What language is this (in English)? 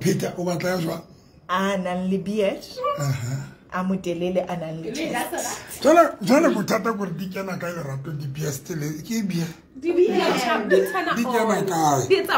Tswana